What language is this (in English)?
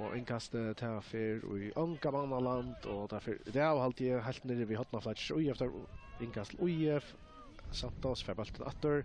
Faroese